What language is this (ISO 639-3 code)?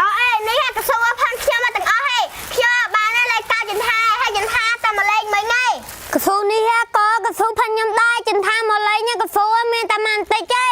khm